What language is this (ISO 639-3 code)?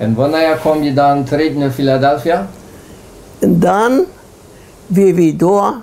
pdt